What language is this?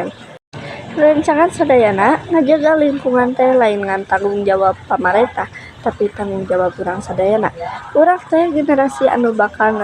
Sundanese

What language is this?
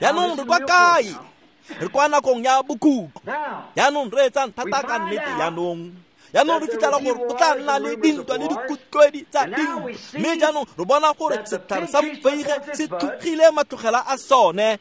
Tswana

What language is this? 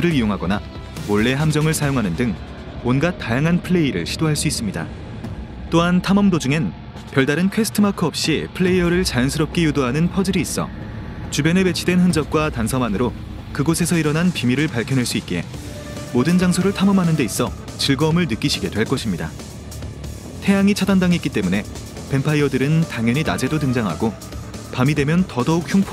Korean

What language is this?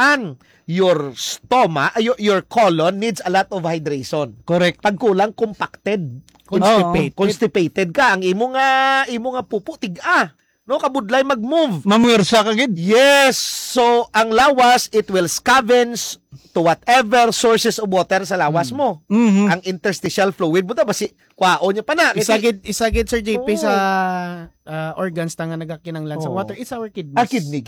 Hiligaynon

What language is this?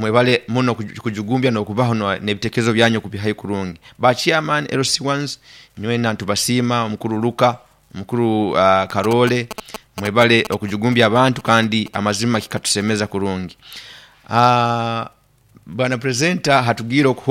Nyoro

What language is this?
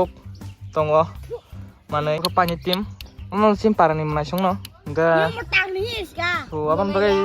Kok Borok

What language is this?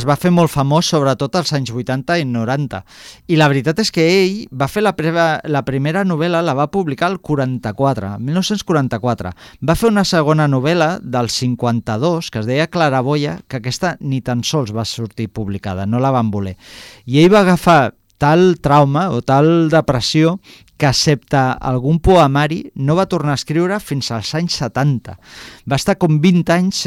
Catalan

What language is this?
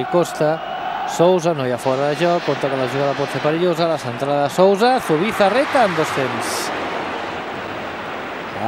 Catalan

